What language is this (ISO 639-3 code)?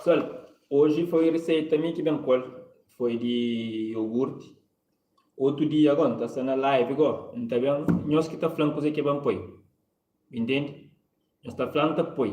kea